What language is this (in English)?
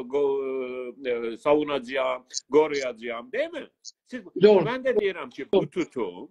South Azerbaijani